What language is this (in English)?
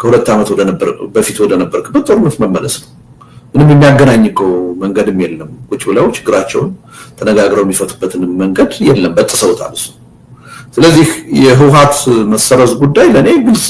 Amharic